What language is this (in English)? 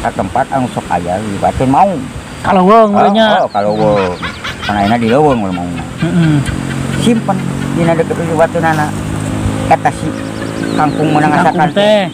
Sundanese